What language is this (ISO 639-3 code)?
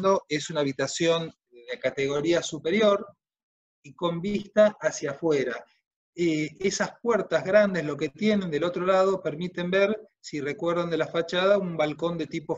spa